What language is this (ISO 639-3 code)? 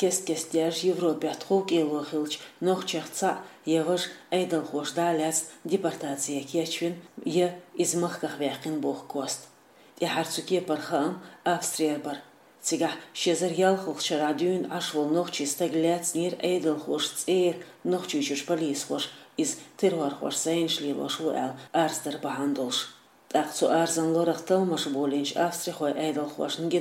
che